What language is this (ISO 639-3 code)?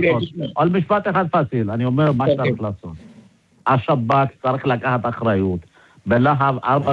heb